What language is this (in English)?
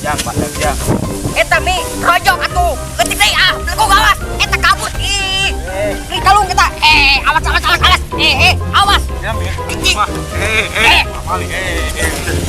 Sundanese